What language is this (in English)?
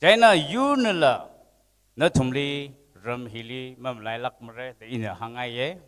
Tangkhul Naga (India)